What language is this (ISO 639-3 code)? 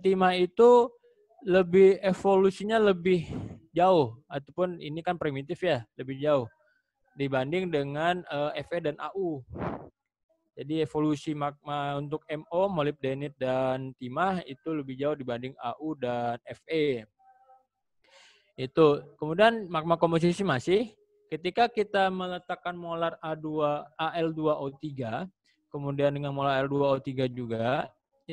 ind